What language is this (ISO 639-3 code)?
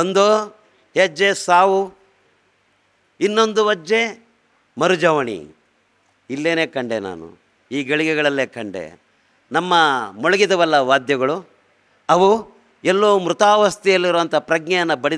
kan